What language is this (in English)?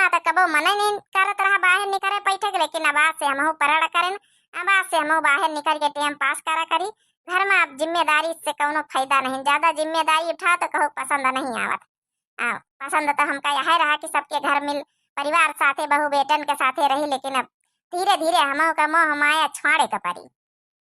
Awadhi